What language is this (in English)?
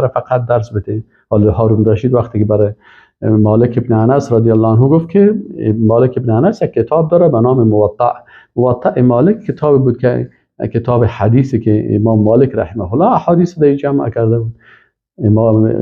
Persian